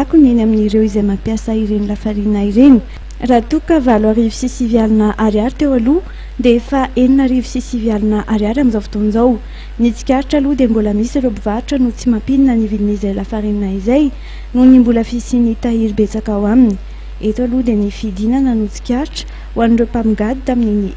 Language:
Malagasy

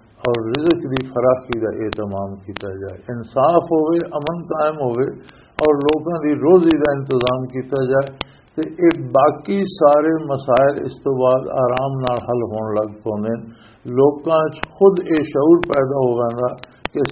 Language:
Western Panjabi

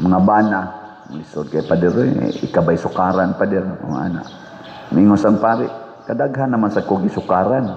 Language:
Cebuano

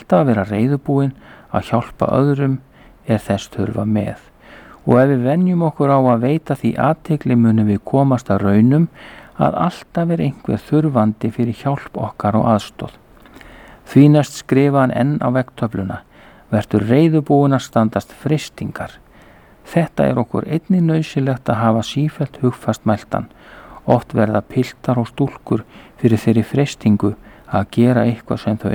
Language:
Icelandic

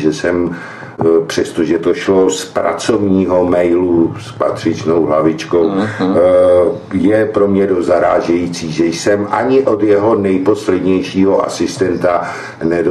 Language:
Czech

